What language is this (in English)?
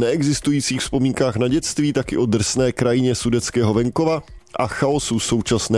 Czech